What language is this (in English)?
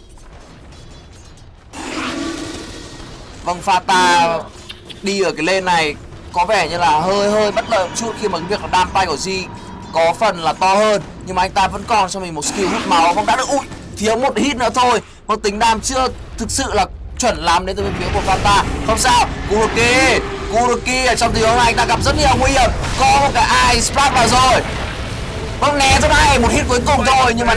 Vietnamese